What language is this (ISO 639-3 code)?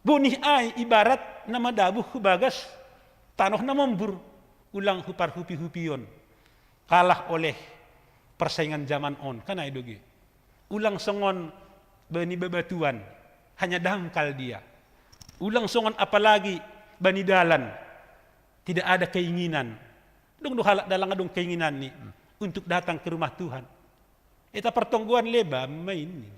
bts